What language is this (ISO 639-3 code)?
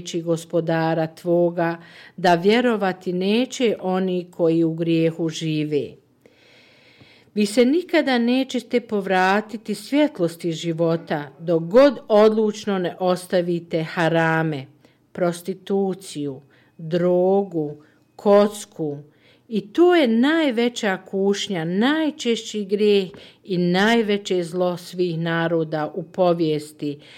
bos